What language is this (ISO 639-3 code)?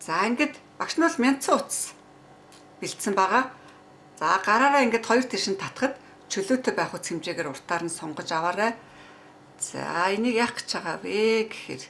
mon